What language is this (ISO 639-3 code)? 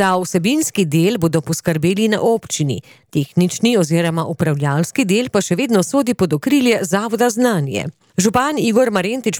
slv